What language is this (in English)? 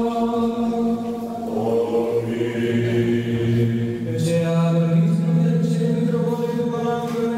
Romanian